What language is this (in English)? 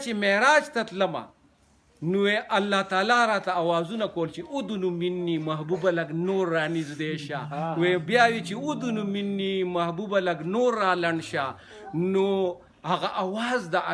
Pashto